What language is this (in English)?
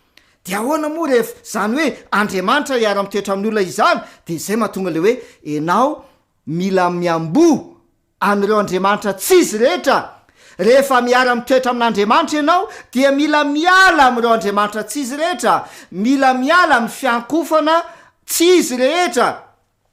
Malagasy